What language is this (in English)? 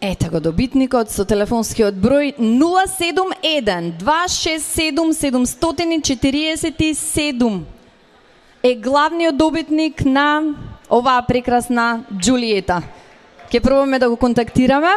Macedonian